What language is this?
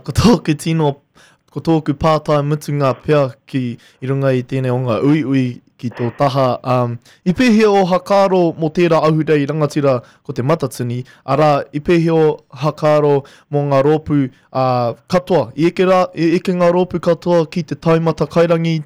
Māori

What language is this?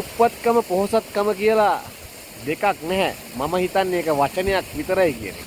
Sinhala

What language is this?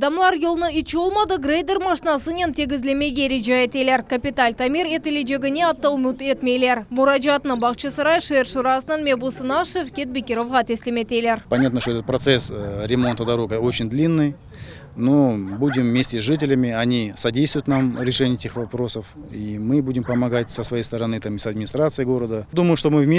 Crimean Tatar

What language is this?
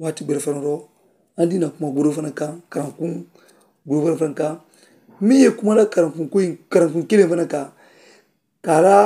Mandingo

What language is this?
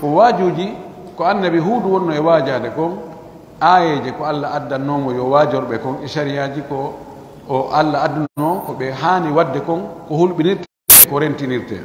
Pular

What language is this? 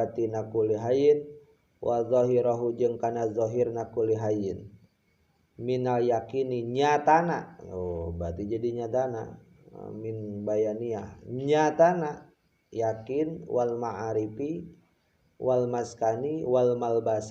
Sundanese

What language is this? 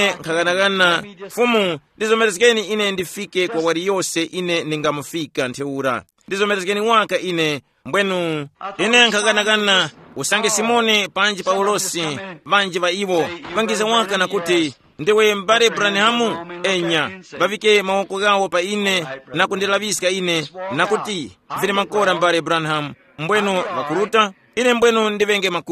Tumbuka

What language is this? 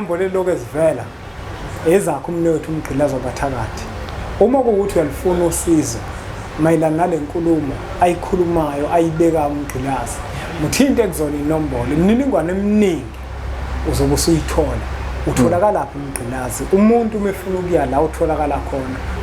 Zulu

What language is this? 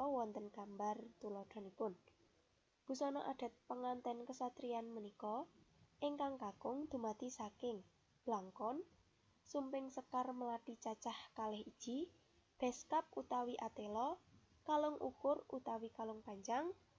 Javanese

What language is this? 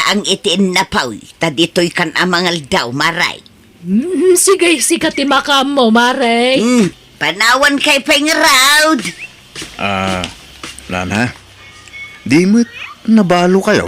Iloko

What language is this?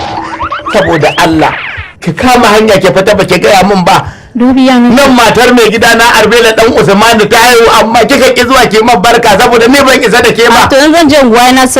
Hausa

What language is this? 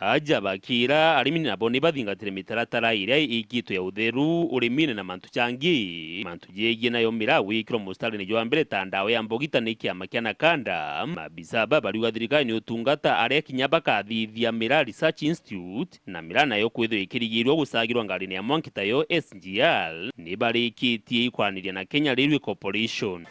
Meru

